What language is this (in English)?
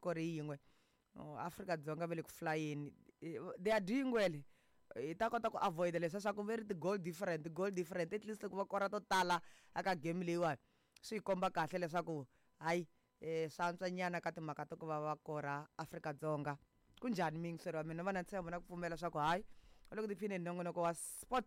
Tsonga